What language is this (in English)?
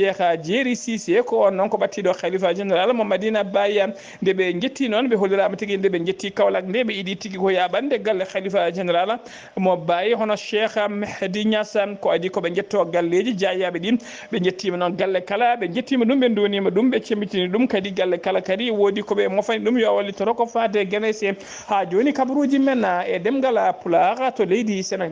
Fula